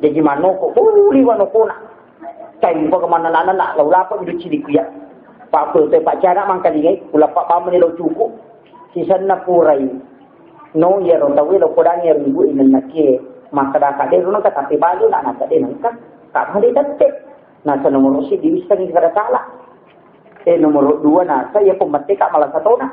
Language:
Buginese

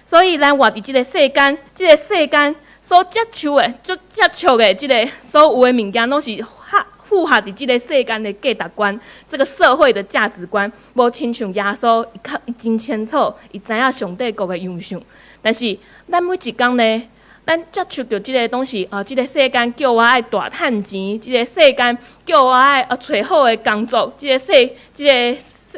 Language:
Min Nan Chinese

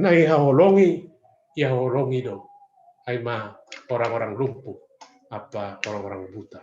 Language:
Batak Simalungun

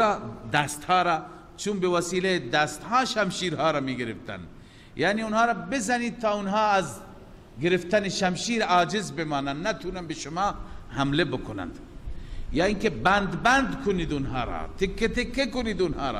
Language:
Persian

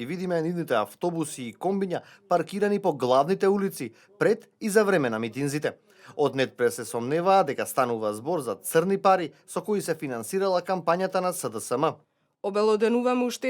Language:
Macedonian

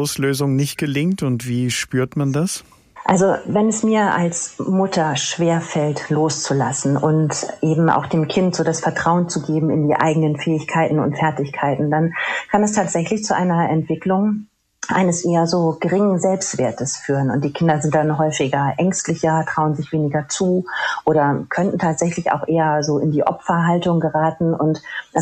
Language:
German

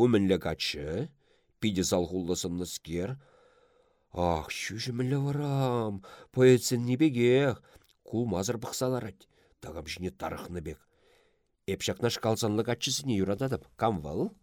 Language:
Chuvash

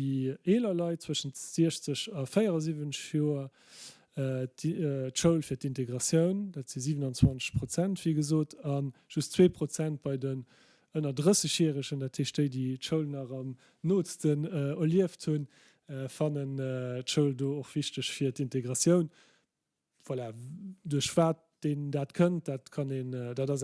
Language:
Luxembourgish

